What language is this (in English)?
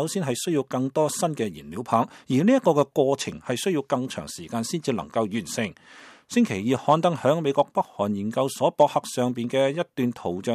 Cantonese